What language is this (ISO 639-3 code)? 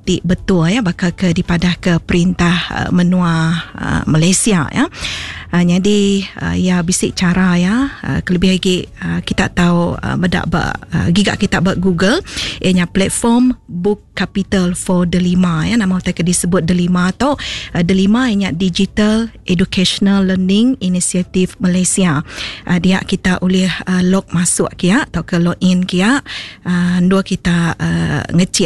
iba